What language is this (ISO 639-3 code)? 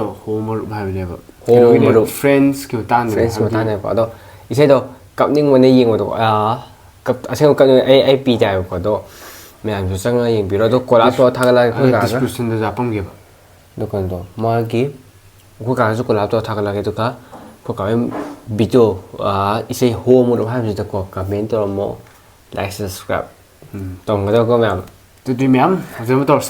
mni